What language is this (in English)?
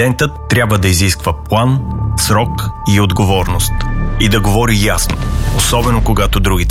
Bulgarian